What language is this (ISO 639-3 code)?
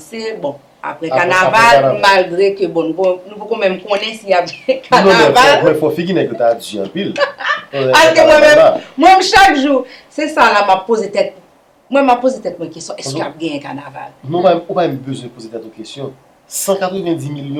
hat